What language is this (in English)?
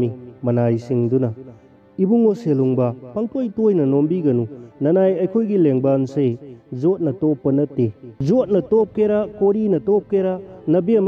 Manipuri